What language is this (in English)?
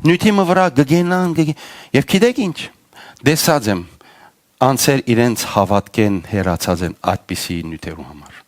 Western Armenian